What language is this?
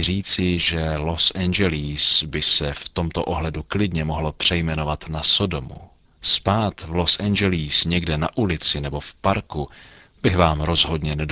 Czech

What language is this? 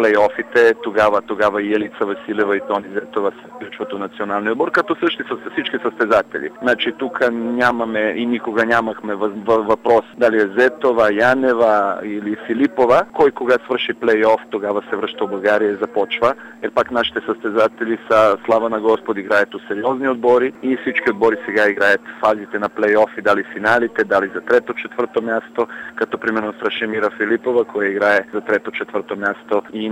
Bulgarian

